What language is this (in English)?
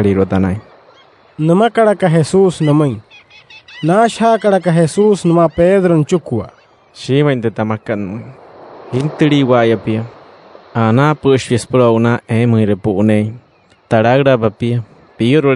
Wayuu